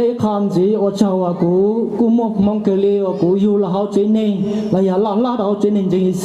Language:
Hmong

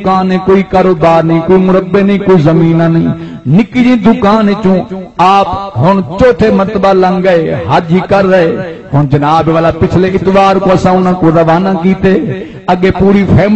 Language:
Saraiki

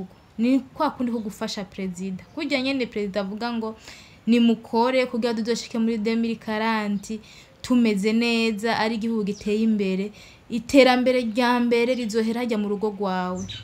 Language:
Rundi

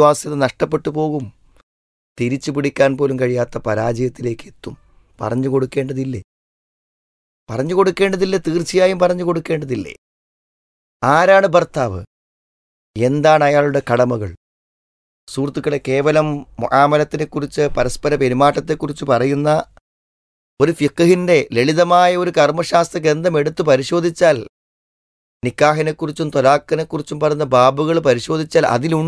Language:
Malayalam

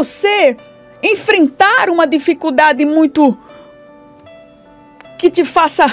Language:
Portuguese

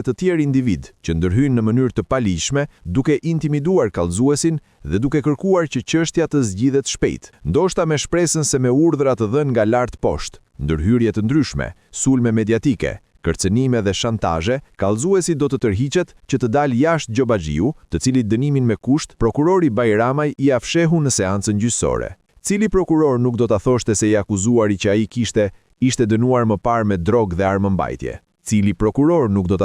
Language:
Albanian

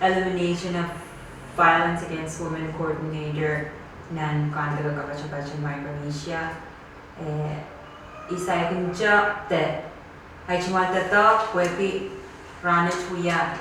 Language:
Pohnpeian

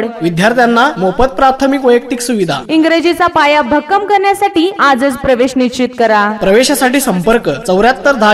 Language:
Marathi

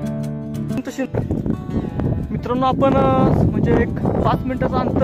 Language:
Marathi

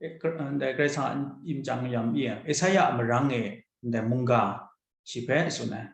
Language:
Kachin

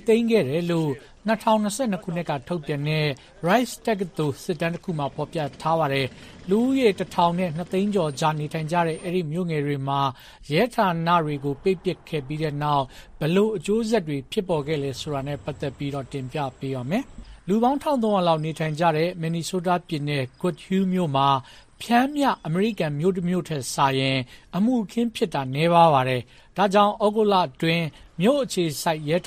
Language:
Burmese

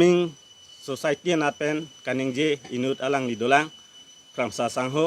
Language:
Karbi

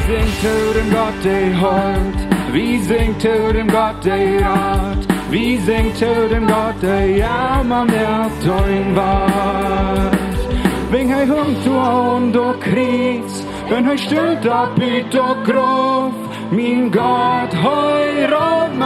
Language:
Plautdietsch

